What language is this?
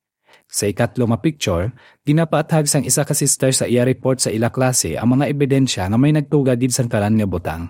Hiligaynon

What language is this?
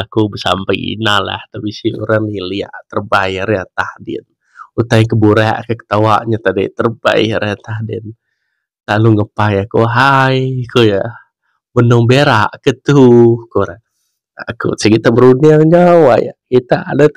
Iban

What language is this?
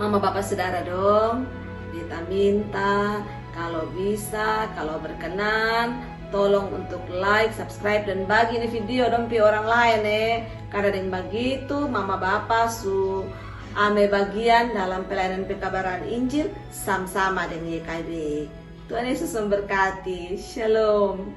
Kupang Malay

